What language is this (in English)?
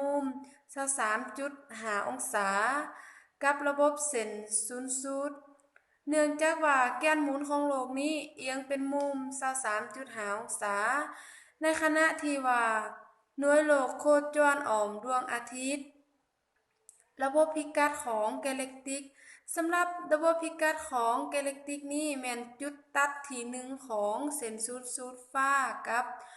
Lao